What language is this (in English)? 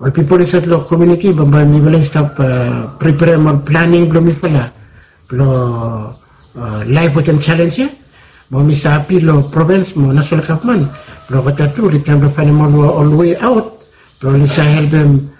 Bislama